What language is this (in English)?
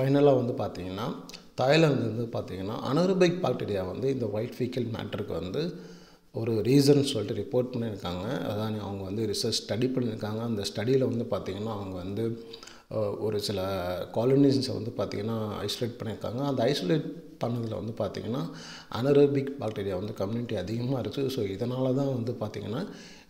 Tamil